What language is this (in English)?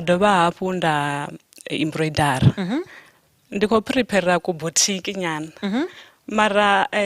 Venda